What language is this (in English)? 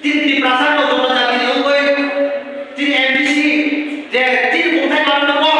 Kok Borok